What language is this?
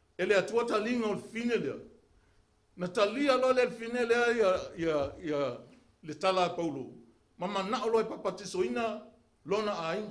Samoan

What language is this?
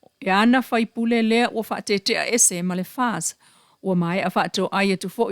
Samoan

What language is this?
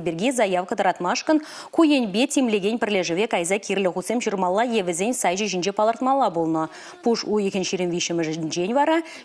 Chuvash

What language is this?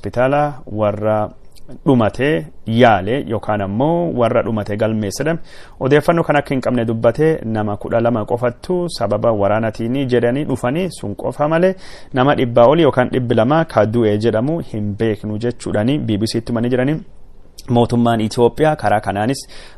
Oromo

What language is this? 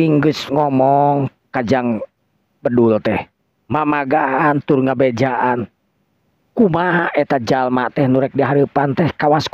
Sundanese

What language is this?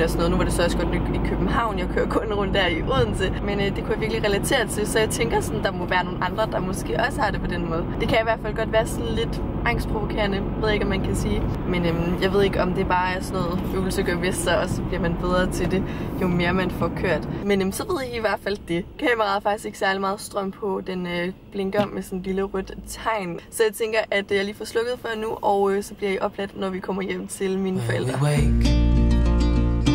Danish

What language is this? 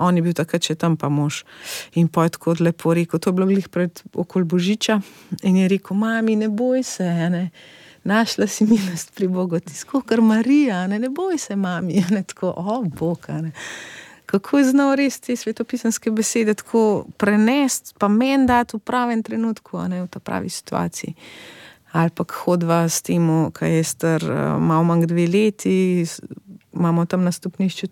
Slovenian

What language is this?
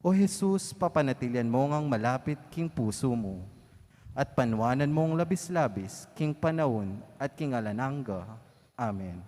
Pampanga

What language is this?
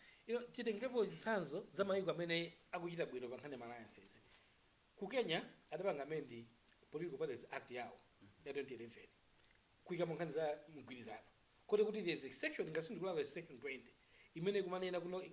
Nyanja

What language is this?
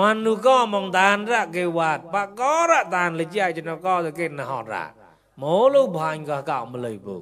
Mon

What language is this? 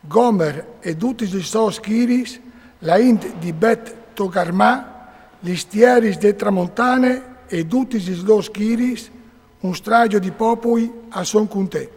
Friulian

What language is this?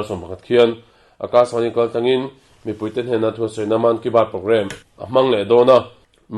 Mizo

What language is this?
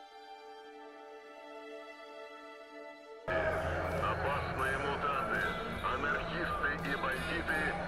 Russian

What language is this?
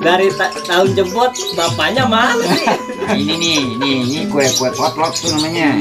Betawi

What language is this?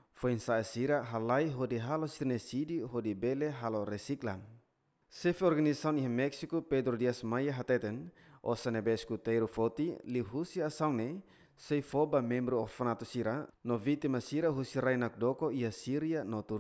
Tetum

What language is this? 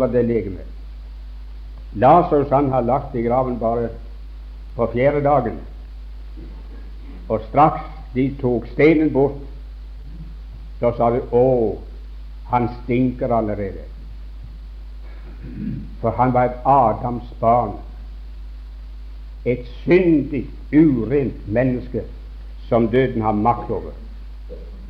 Norwegian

